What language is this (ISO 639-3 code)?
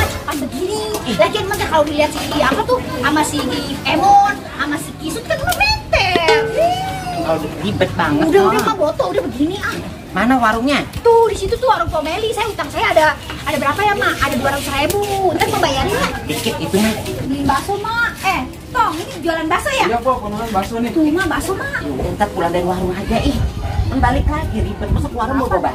bew